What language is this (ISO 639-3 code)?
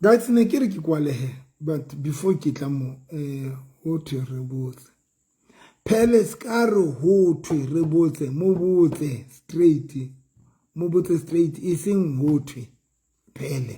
sot